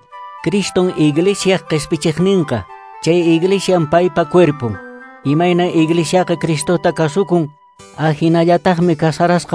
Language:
Quechua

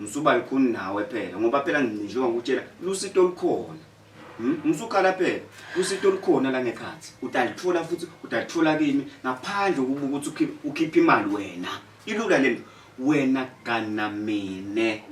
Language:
Zulu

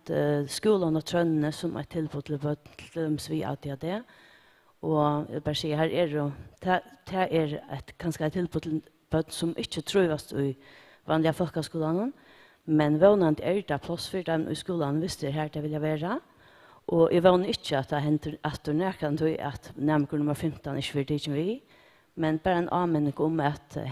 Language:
Faroese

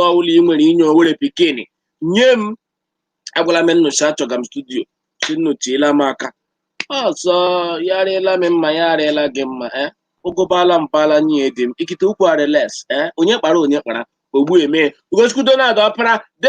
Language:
Igbo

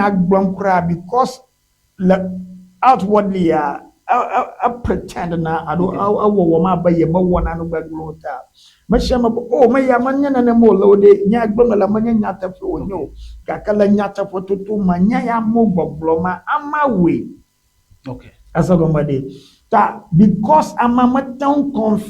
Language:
Ewe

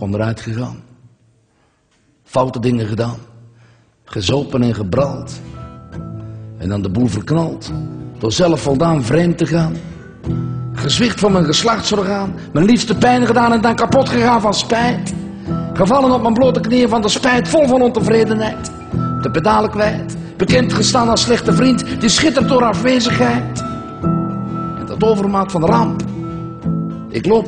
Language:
Dutch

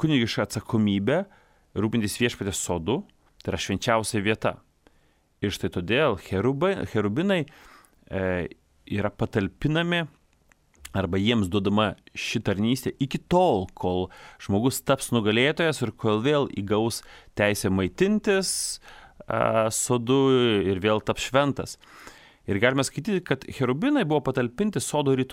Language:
Lithuanian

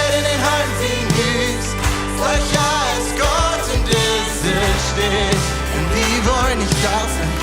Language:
Plautdietsch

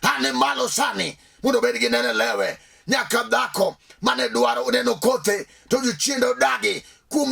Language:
Luo (Kenya and Tanzania)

